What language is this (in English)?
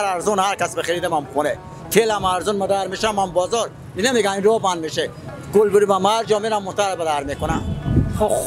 Persian